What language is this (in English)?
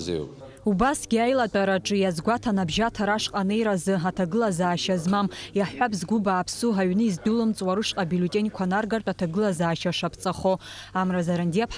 Abkhazian